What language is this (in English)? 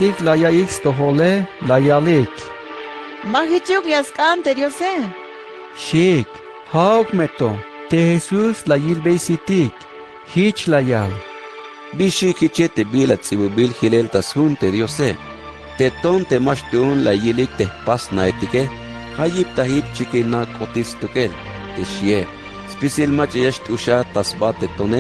Tzeltal